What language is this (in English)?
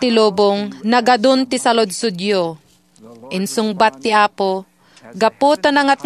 Iloko